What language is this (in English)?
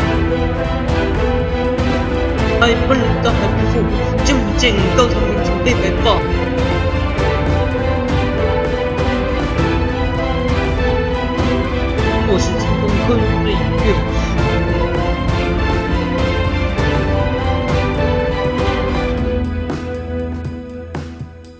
Chinese